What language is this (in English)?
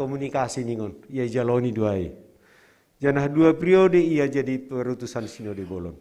Batak Simalungun